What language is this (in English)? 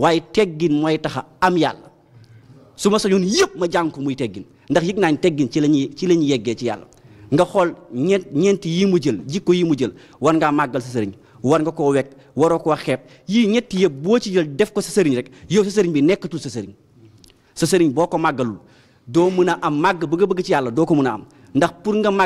Wolof